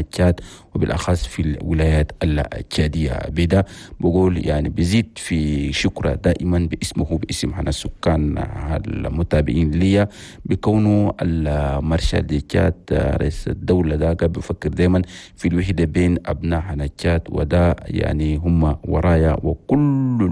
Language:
Chadian Arabic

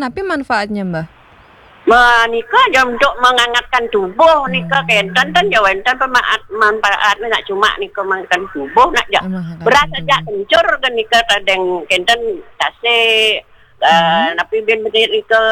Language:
Balinese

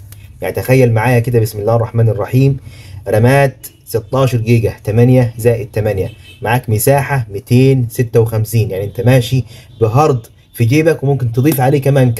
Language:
Egyptian Arabic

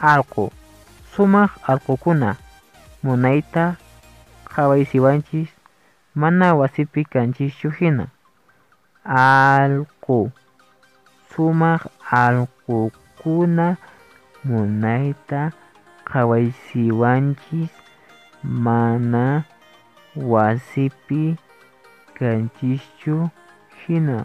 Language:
Quechua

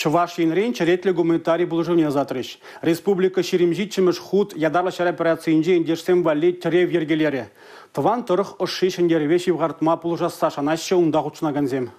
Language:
Chuvash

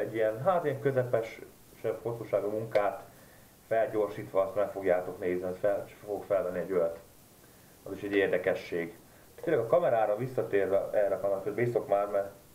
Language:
Hungarian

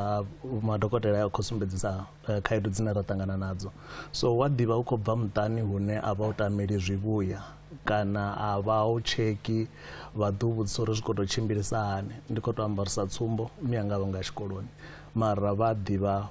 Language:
Venda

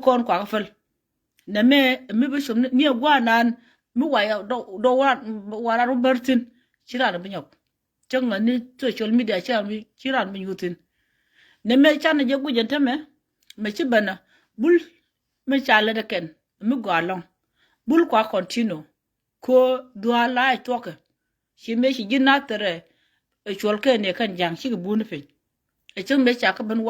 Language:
Nuer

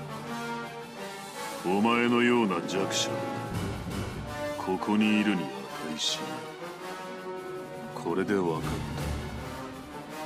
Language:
Japanese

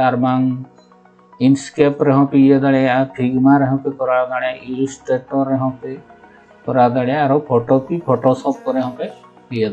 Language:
Santali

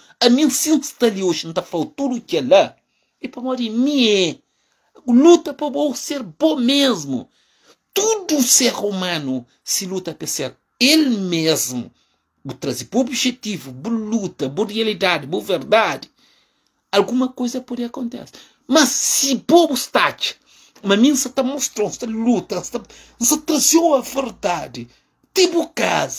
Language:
Kabuverdianu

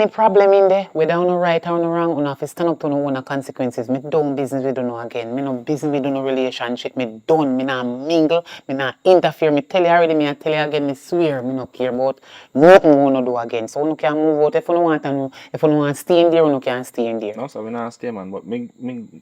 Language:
Jamaican Creole English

